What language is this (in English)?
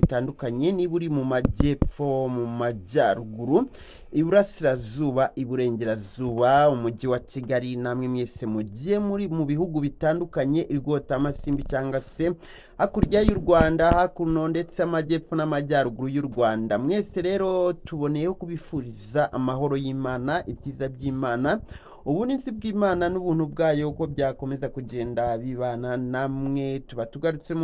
Kinyarwanda